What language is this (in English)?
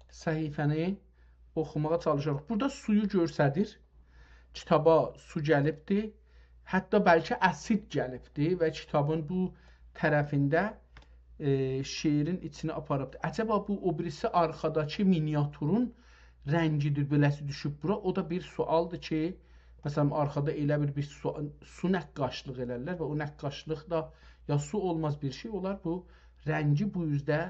South Azerbaijani